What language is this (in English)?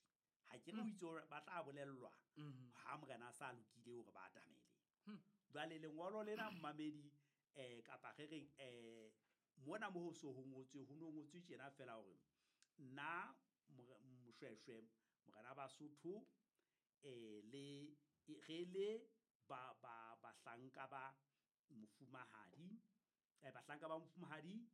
Southern Sotho